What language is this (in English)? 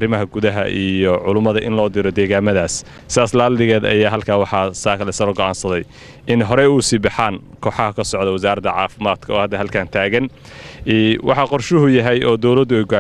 Somali